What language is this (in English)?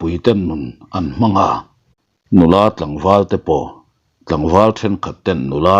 Mizo